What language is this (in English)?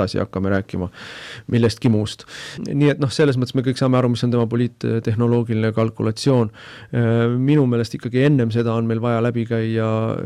Estonian